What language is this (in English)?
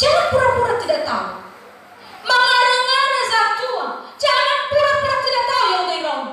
Nias